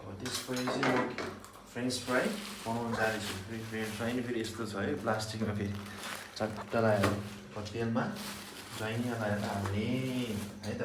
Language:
Nepali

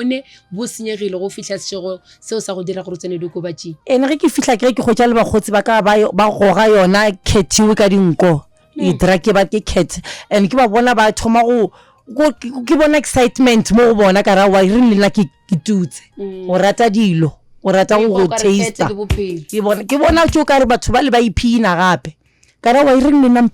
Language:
Northern Sotho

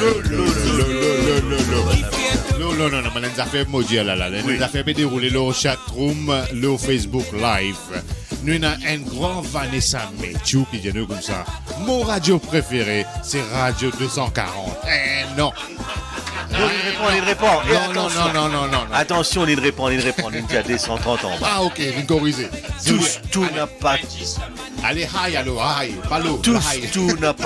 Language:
Morisyen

